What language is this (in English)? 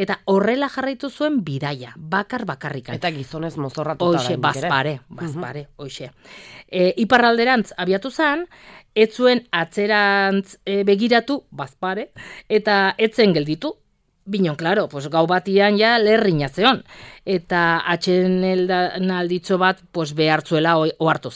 Basque